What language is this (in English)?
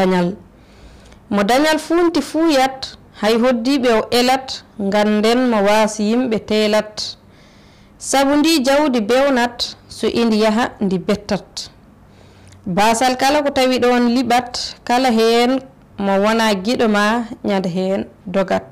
Fula